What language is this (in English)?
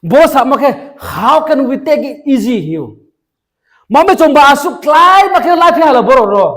Riang (India)